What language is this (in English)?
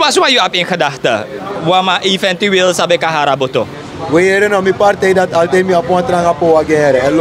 Sranan Tongo